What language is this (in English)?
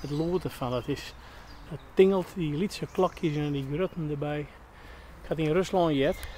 Western Frisian